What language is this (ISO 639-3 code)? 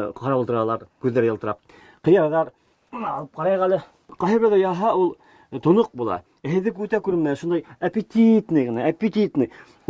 bak